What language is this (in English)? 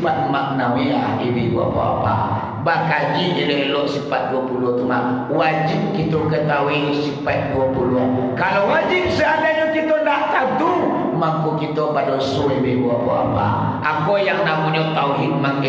Minangkabau